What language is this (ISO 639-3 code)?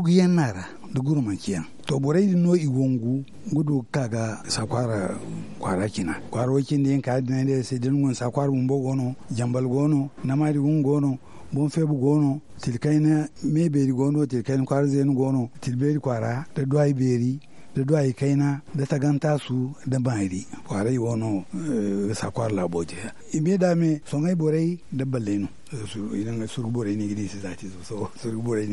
dje